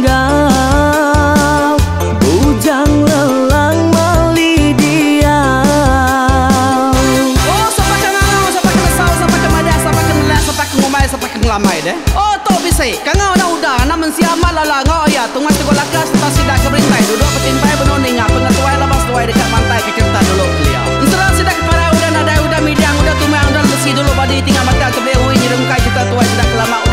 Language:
Iban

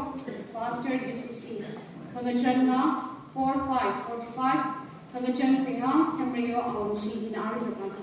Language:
Tangkhul Naga (India)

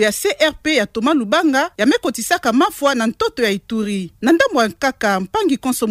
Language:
Kituba (Democratic Republic of Congo)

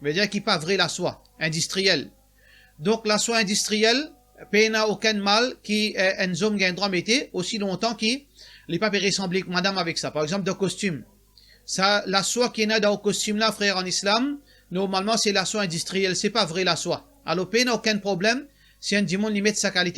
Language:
Morisyen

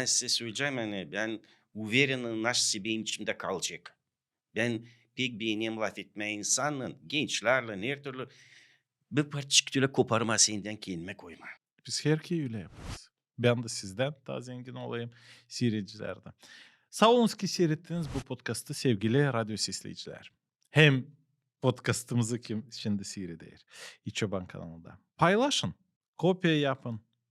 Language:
Gagauz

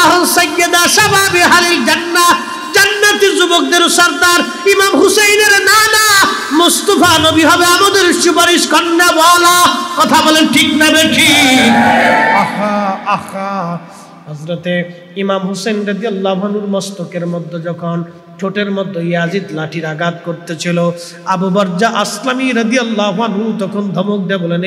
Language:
Bangla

